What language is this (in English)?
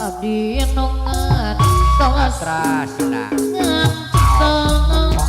Sundanese